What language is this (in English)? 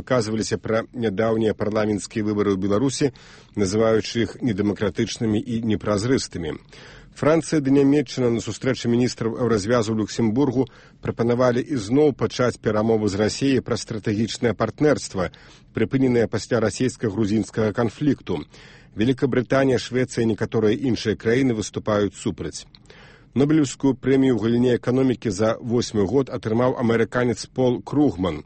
Belarusian